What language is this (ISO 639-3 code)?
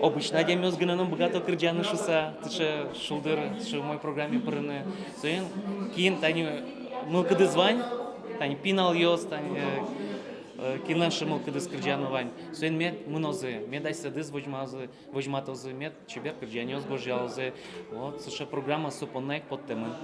udm